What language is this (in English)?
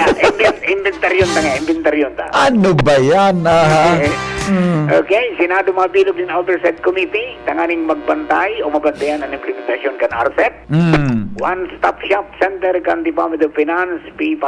Bikol